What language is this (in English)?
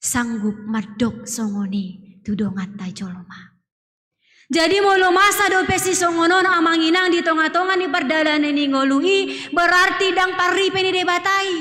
Batak Toba